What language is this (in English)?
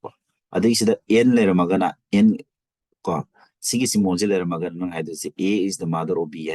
Manipuri